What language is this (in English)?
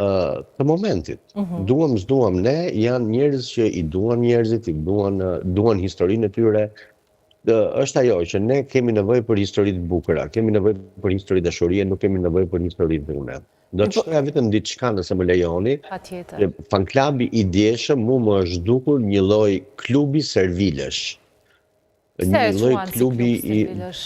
Albanian